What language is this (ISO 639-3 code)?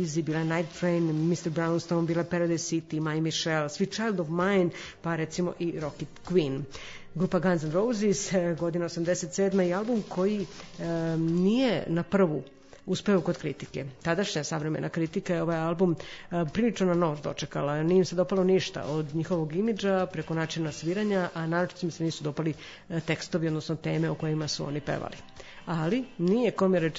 srp